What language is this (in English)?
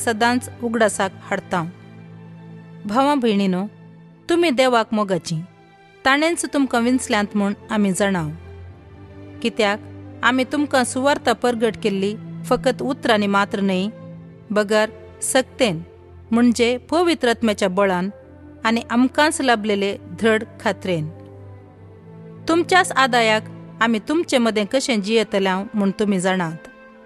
Konkani